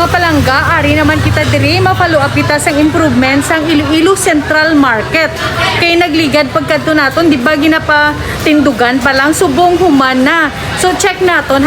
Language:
Hiligaynon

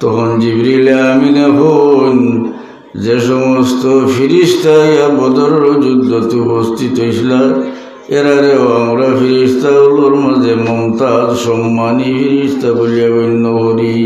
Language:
Sylheti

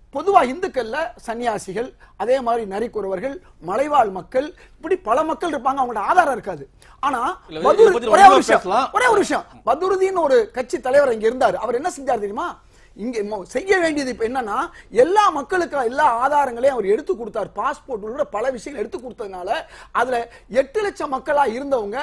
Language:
Tamil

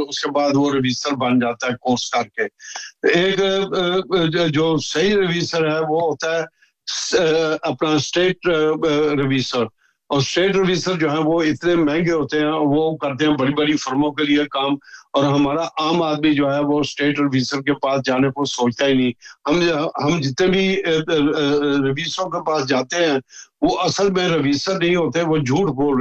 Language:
Urdu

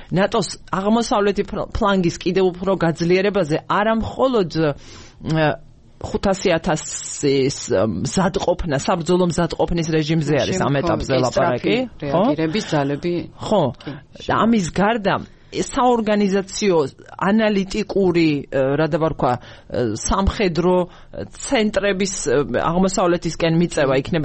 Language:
Georgian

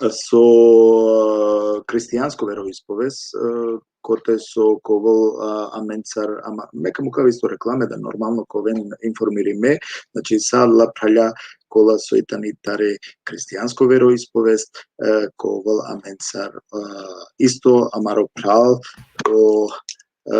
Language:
Balkan Romani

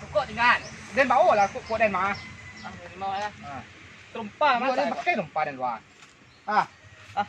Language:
Minangkabau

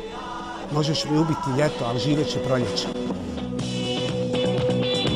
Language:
Bosnian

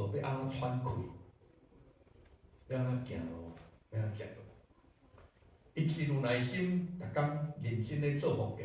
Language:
Min Nan Chinese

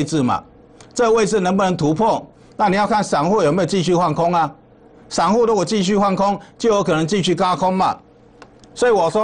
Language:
Chinese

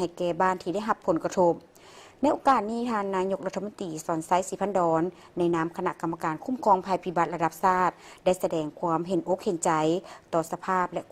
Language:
Lao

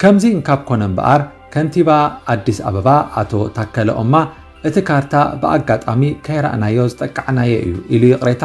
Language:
Tigrinya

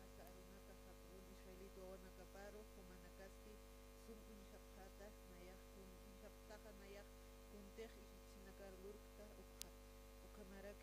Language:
Aymara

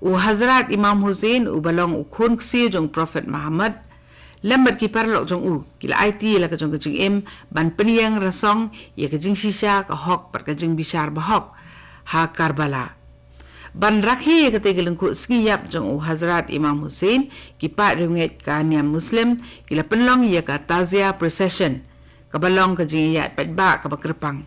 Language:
Khasi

